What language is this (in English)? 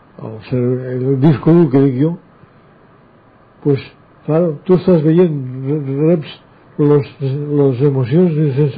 Catalan